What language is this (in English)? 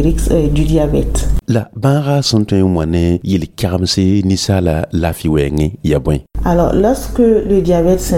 Mossi